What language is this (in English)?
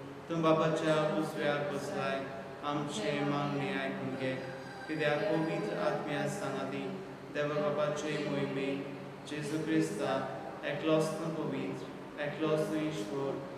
Konkani